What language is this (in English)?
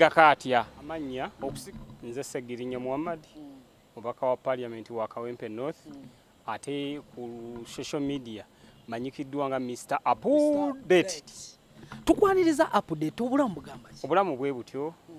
Ganda